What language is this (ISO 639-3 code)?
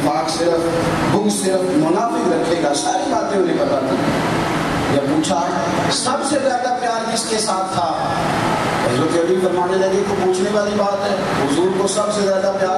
urd